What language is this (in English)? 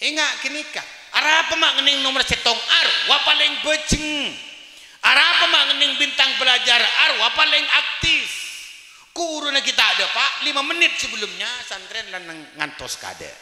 Madurese